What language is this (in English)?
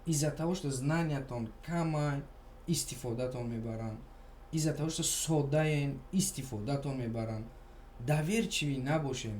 Tajik